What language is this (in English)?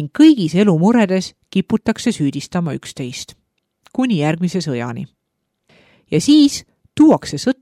Estonian